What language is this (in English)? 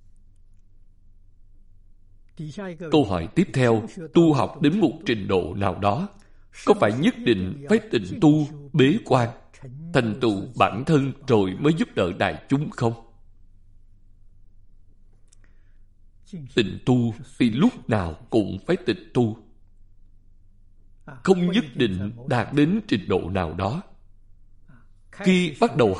Vietnamese